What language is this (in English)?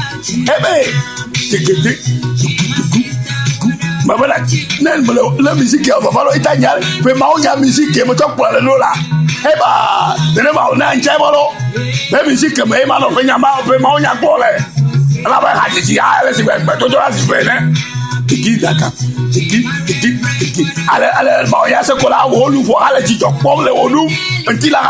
Ewe